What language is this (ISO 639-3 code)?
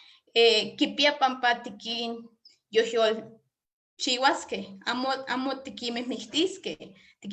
nhe